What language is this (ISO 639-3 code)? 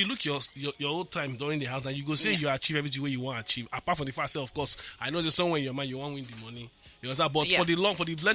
pcm